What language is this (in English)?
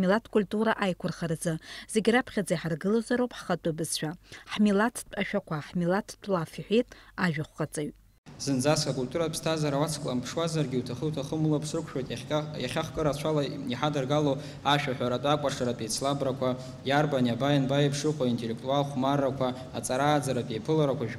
Abkhazian